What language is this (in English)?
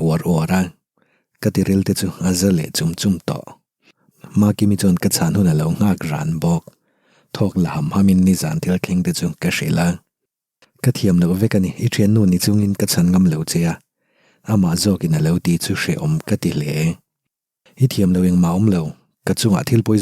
Mizo